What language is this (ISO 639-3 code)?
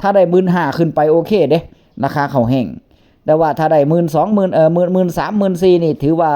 tts